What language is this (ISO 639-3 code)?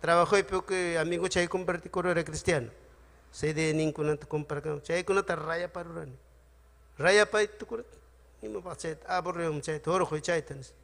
quy